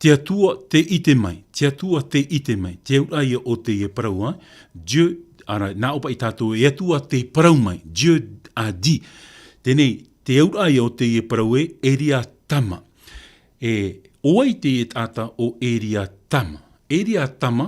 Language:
Tahitian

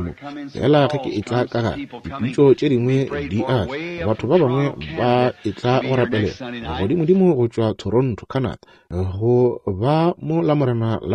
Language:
Northern Sotho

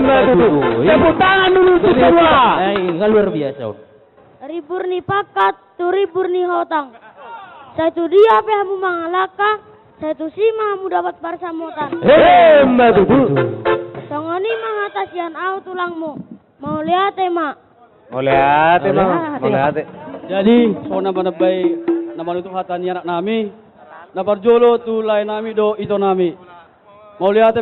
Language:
Batak Toba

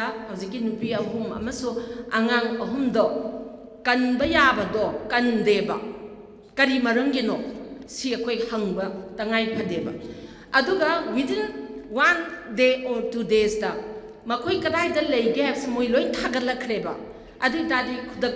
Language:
Manipuri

